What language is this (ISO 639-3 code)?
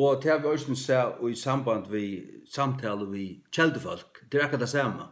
fao